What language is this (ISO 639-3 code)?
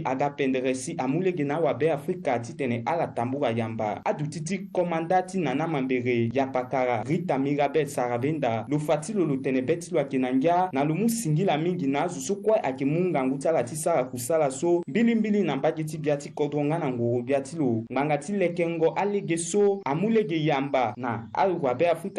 sag